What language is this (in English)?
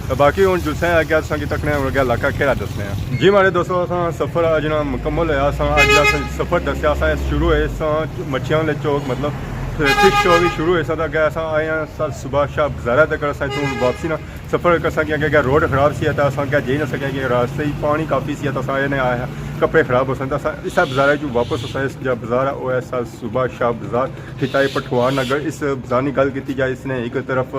Pahari-Potwari